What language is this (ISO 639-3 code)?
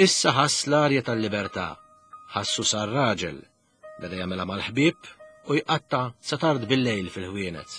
mlt